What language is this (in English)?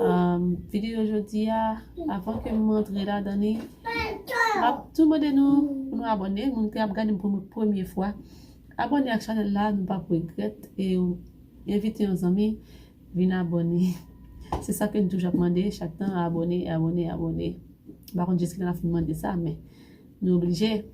Haitian Creole